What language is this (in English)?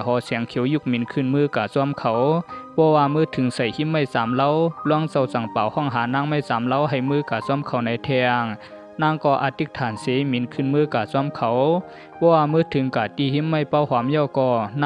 Shan